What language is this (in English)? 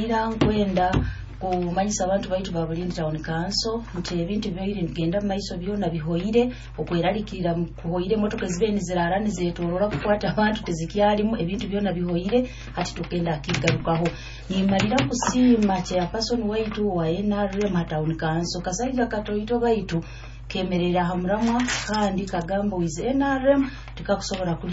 Nyoro